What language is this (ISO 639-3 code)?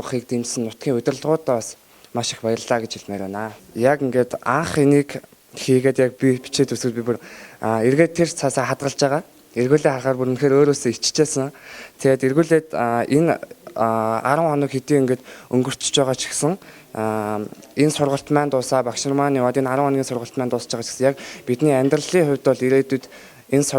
mon